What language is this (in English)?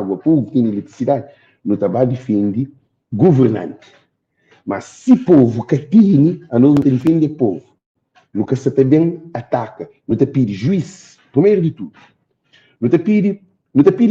Kabuverdianu